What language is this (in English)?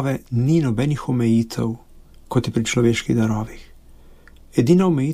Slovenian